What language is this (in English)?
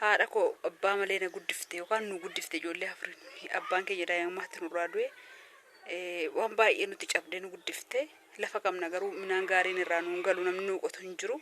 Oromo